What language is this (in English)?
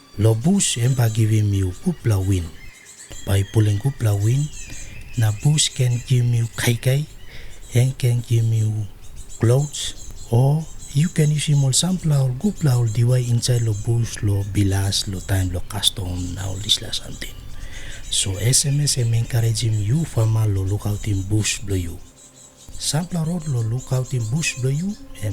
Tok Pisin